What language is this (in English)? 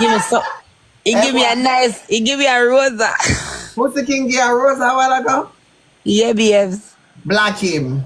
Jamaican Creole English